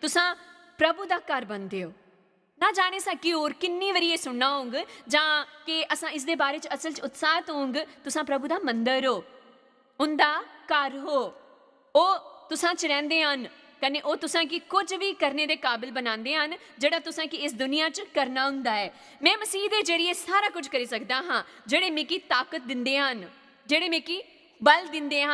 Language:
Dogri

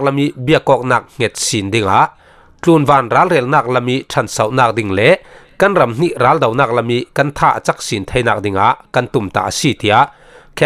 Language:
Falam Chin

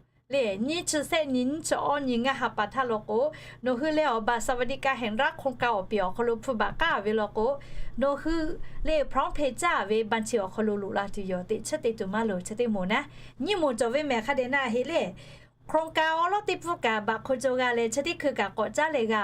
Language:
Lahu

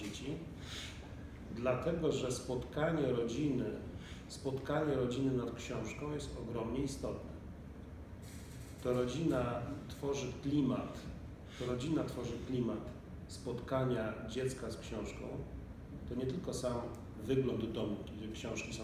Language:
Polish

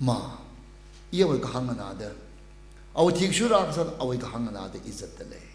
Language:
Tangkhul Naga (India)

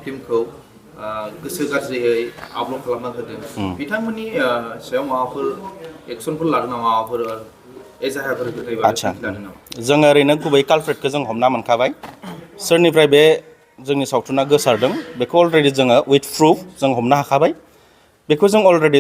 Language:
Bodo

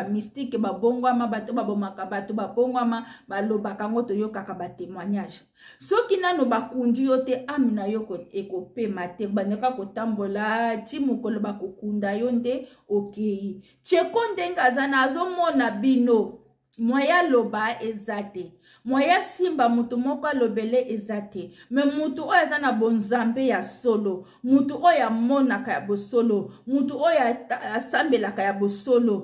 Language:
Lingala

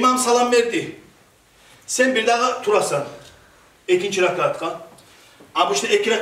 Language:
Kumyk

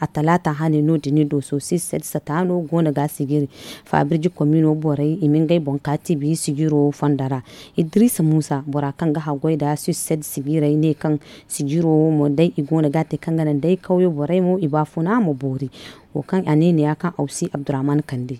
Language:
Zarma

